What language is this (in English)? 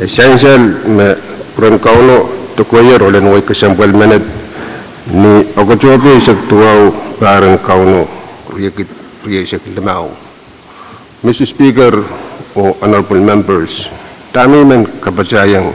Pohnpeian